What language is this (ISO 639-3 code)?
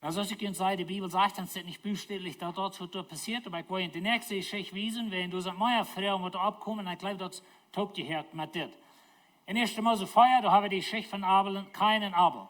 pdt